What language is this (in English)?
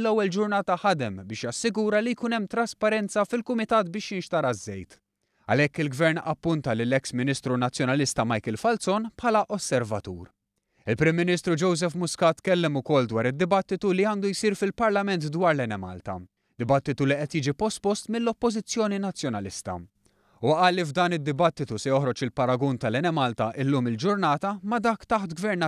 Maltese